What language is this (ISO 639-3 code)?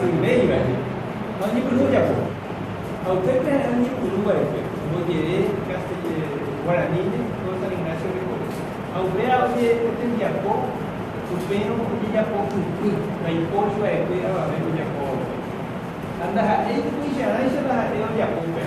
grn